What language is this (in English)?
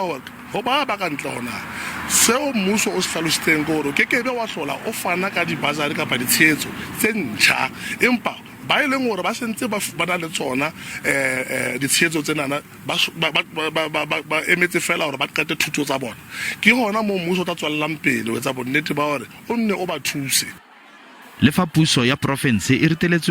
Southern Sotho